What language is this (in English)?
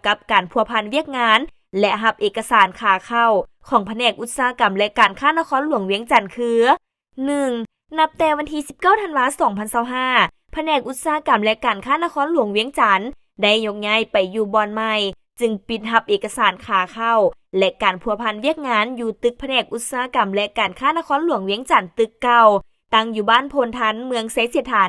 Lao